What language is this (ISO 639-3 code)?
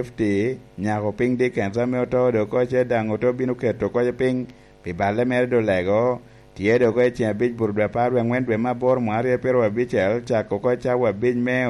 laj